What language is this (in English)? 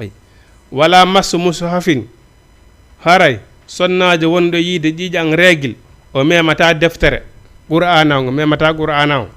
Fula